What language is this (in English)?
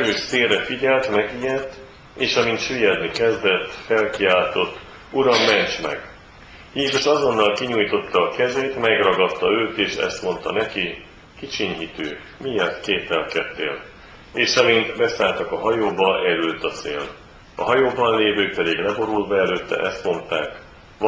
Hungarian